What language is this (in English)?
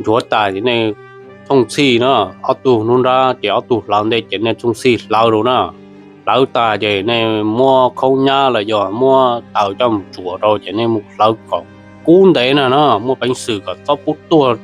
Hmong